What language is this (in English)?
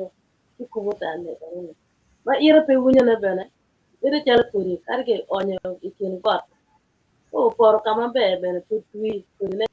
Acoli